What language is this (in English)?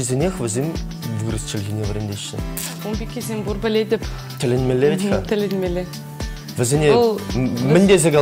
Chuvash